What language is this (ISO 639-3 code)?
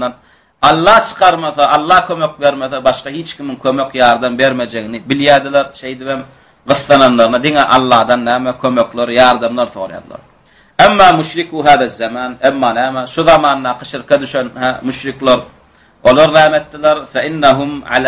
tuk